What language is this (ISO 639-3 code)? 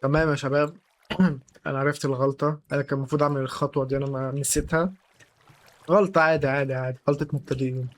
arz